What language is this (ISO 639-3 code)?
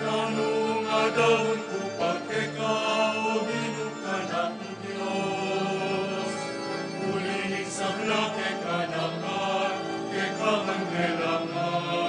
pam